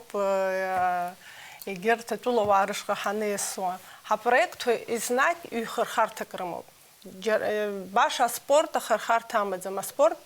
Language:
Abkhazian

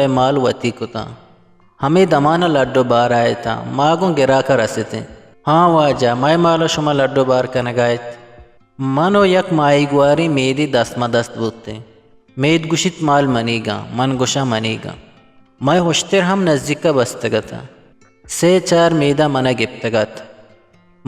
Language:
Eastern Balochi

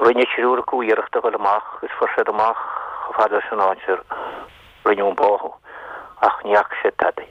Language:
Irish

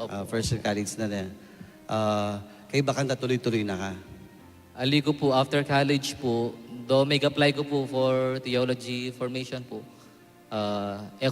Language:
Pampanga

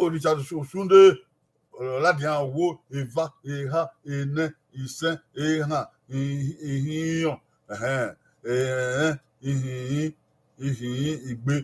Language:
Bini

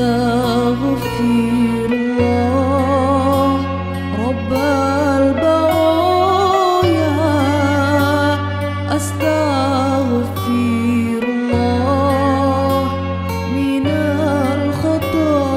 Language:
Arabic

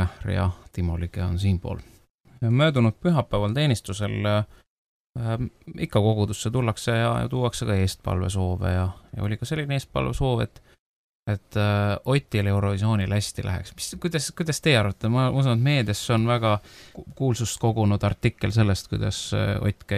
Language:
Estonian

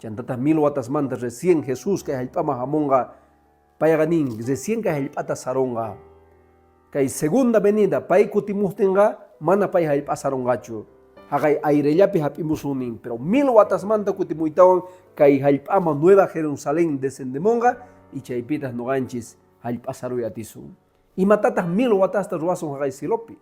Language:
Quechua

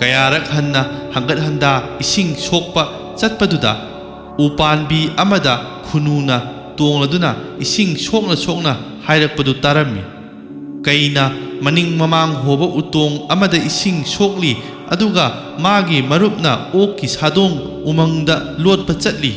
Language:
Manipuri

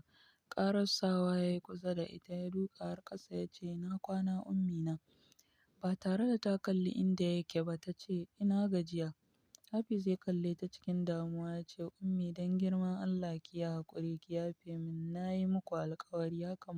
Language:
Hausa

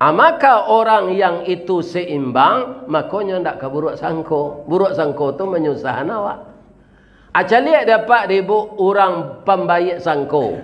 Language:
Minangkabau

